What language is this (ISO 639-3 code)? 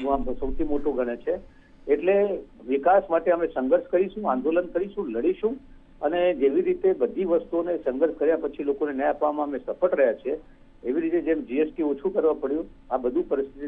guj